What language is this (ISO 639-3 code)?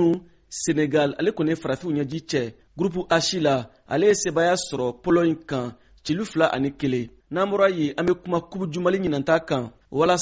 bam